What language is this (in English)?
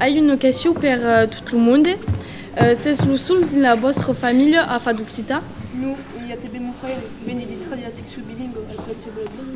Occitan